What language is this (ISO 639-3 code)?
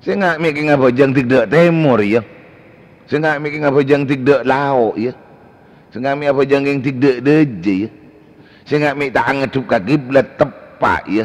mad